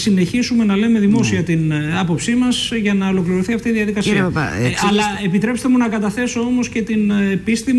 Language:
Greek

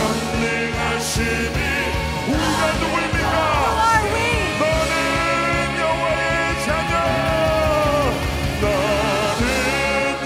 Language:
Korean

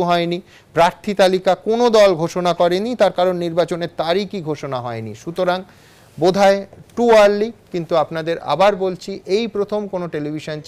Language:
Bangla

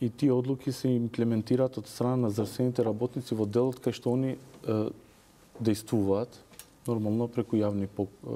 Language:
Macedonian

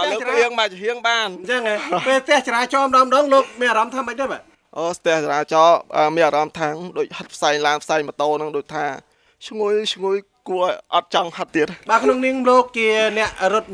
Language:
Khmer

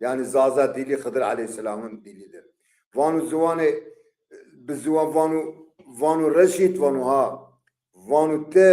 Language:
Zaza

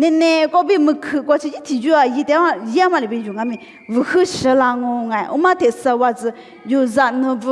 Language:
Lisu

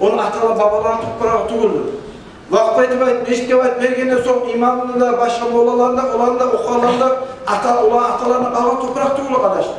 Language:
Kumyk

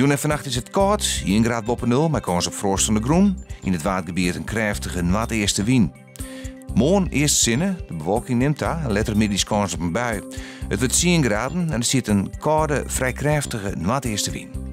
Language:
Western Frisian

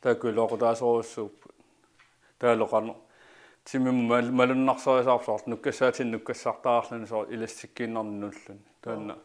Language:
Kalaallisut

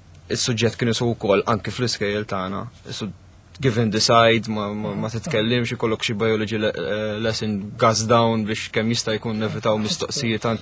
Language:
Maltese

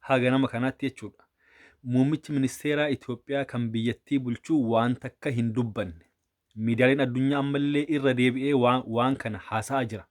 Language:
Oromo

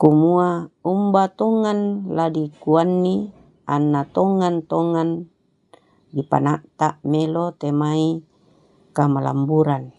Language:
Toraja-Sa'dan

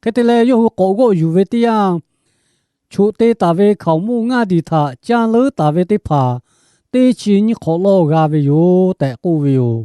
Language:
Lahu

